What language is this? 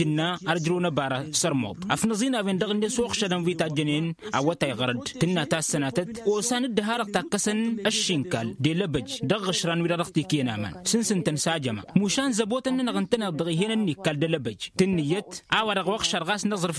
Tamasheq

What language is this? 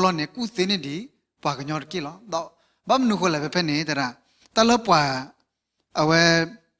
S'gaw Karen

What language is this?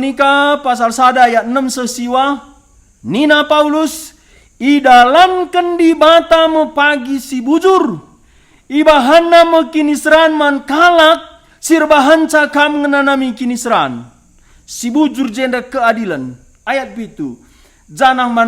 Batak Karo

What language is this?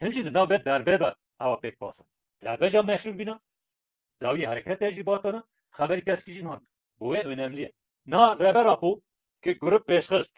Kurdish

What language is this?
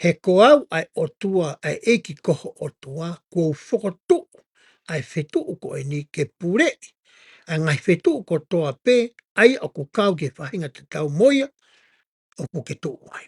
Tongan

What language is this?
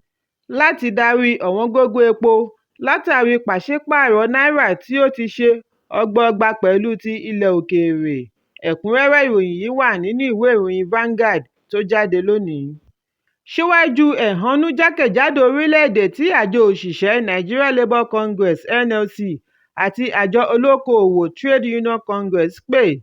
Yoruba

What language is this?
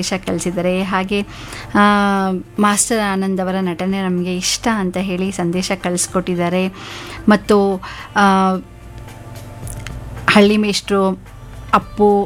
Kannada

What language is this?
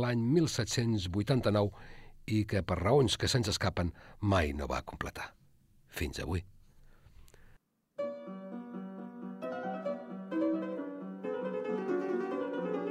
Catalan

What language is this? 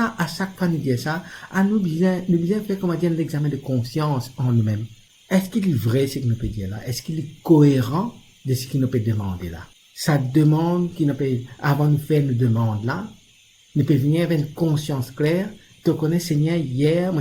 Morisyen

